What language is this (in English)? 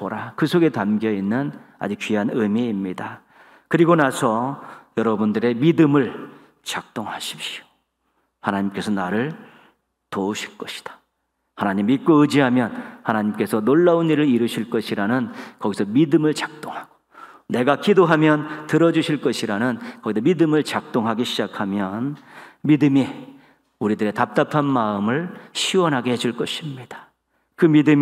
Korean